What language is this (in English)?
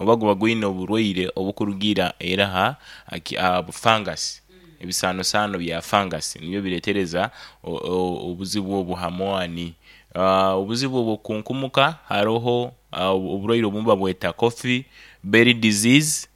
Nyoro